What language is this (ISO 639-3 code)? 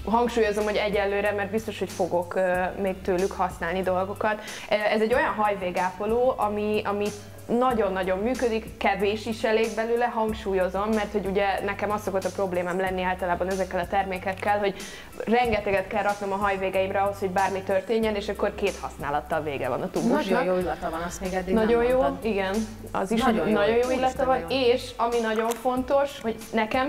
hun